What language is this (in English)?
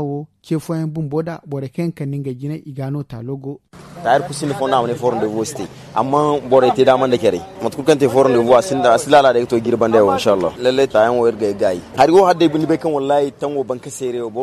Zarma